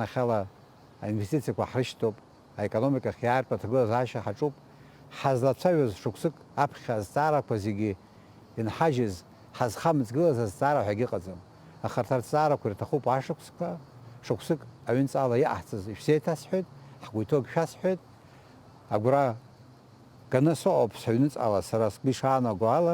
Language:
Abkhazian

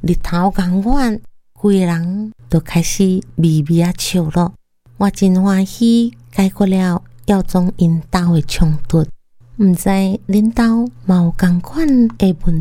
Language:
Min Nan Chinese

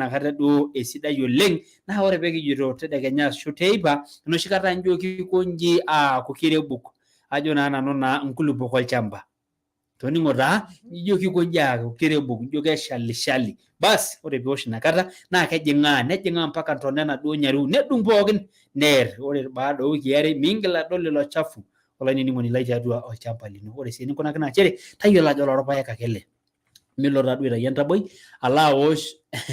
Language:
Masai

